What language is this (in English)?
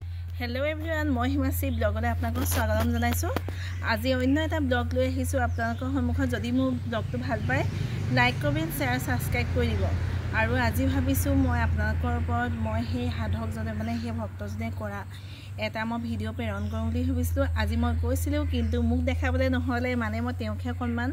Assamese